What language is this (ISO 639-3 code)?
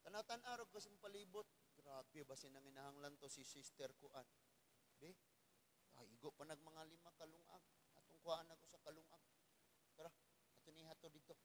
ceb